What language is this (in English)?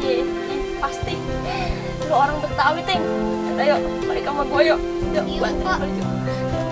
Betawi